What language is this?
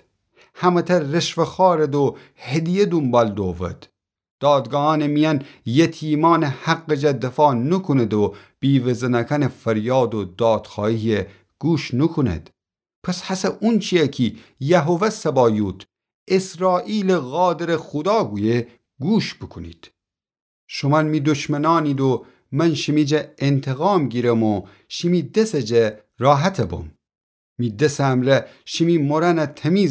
Gilaki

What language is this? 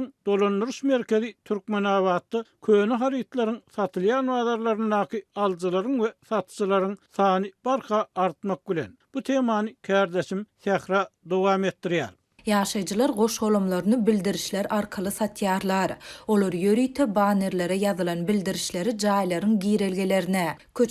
Turkmen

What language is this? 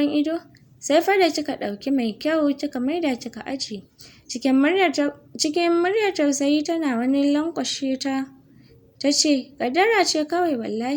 Hausa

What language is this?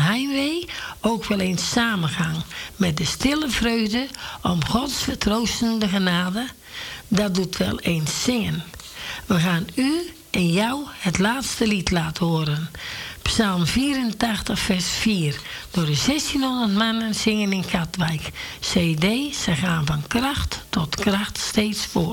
Dutch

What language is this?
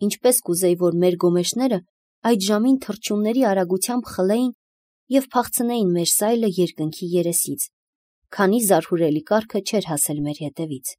Armenian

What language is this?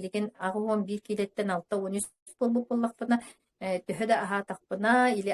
Yakut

